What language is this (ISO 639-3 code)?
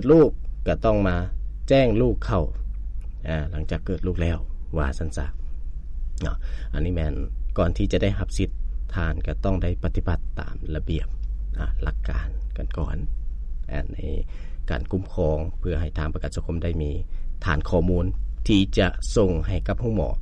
lao